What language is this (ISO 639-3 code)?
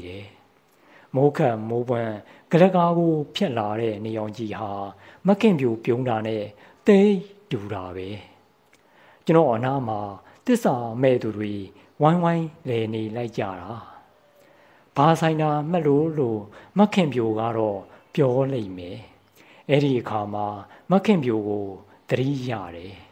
mya